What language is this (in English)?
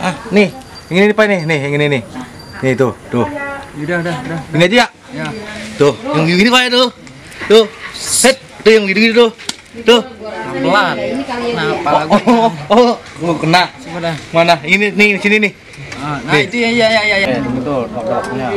Betawi